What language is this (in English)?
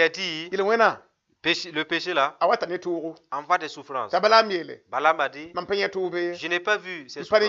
Mossi